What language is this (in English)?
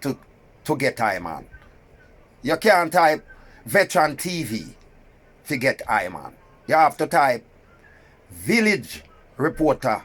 Jamaican Creole English